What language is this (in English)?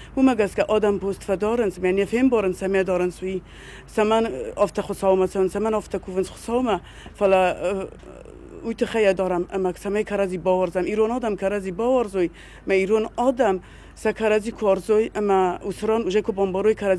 Ossetic